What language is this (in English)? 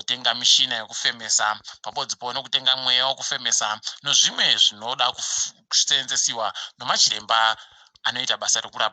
Ndau